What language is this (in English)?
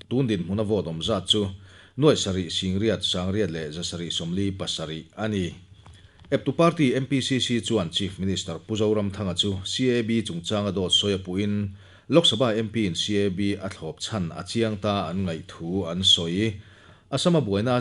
Mizo